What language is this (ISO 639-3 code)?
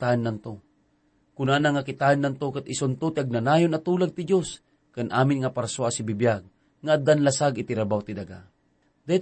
ilo